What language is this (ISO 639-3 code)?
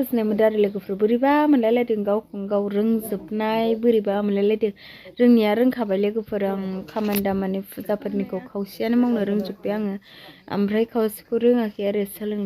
brx